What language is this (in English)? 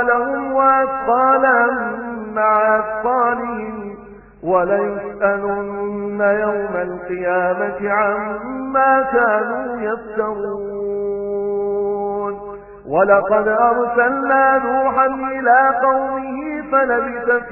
Arabic